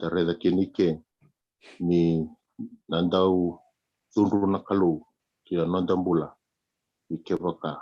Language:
Fijian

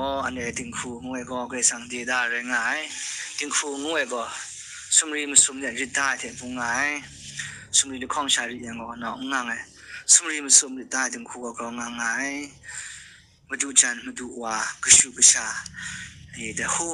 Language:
Kachin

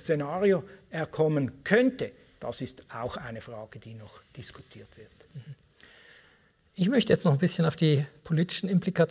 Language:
German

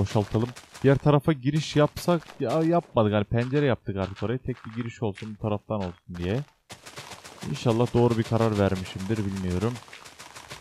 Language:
Turkish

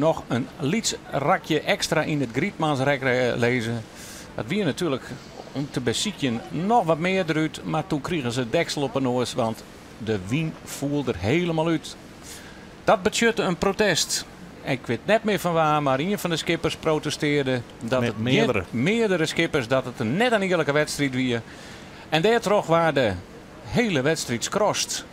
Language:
Western Frisian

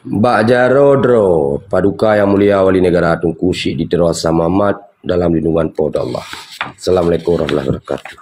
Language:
Achinese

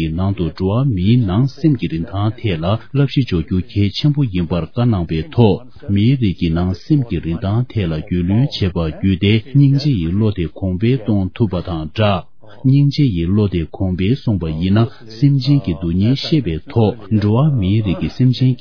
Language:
Tibetan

